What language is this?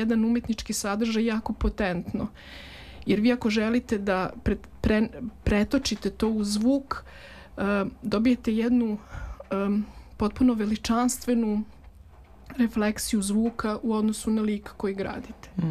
Serbian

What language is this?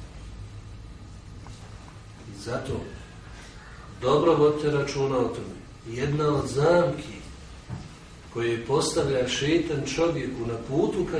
Bosnian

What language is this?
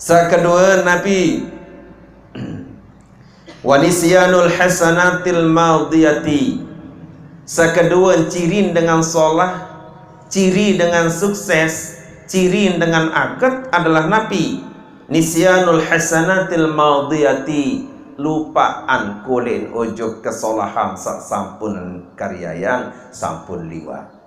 Sasak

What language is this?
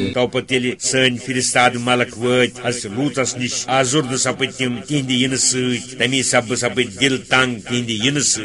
Kashmiri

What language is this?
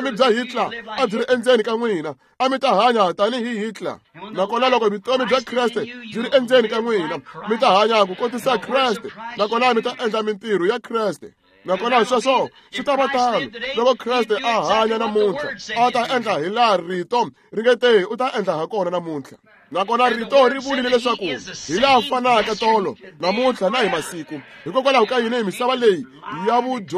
Tsonga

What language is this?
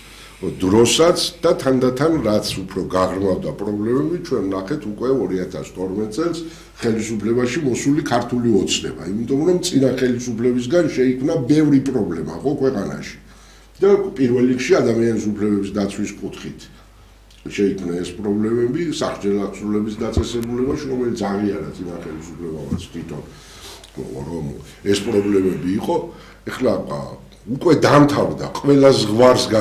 Georgian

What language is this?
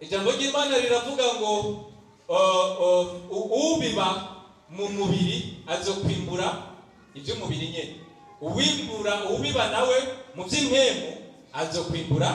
Rundi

